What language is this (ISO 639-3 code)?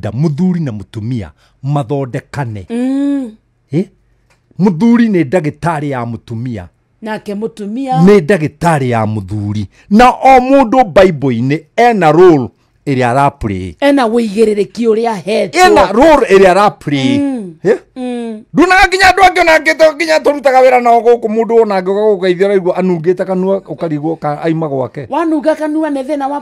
kik